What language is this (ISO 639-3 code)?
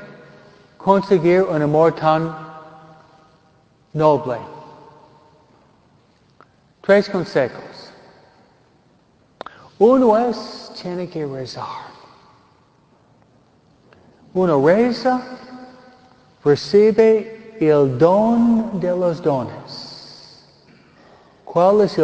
spa